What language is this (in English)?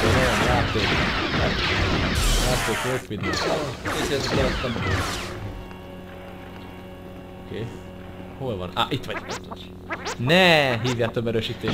Hungarian